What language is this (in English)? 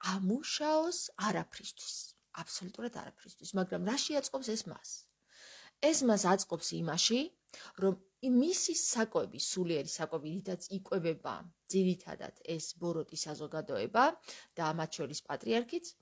Georgian